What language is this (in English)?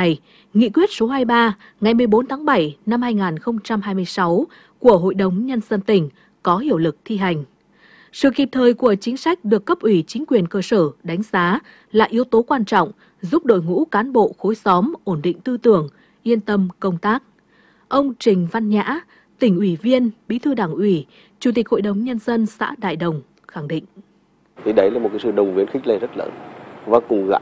Vietnamese